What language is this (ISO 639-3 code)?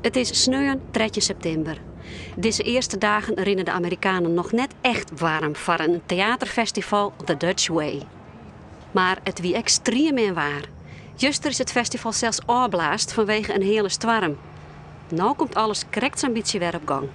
fry